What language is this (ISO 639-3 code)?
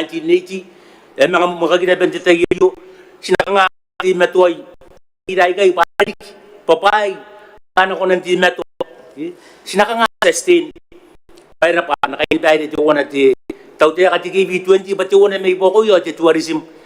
gil